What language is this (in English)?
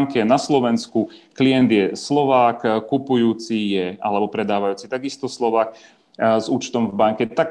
Slovak